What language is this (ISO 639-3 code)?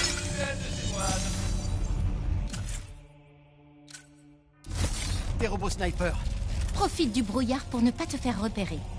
fra